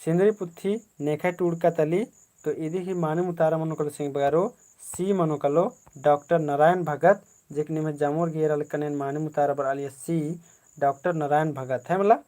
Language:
Kurukh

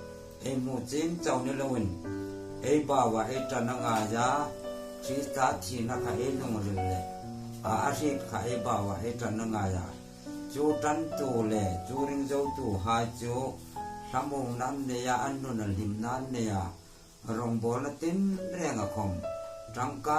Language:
Hmar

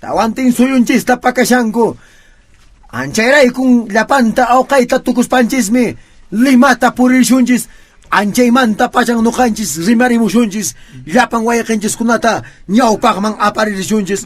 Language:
Quechua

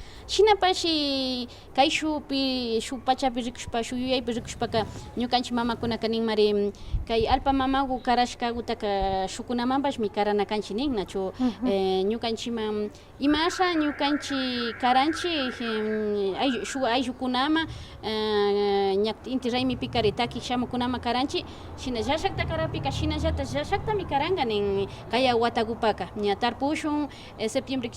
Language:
Imbabura Highland Quichua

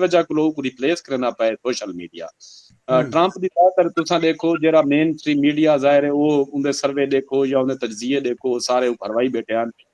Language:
Saraiki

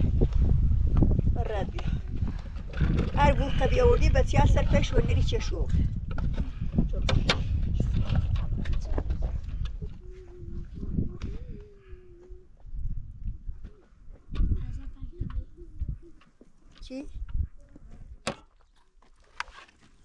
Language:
Persian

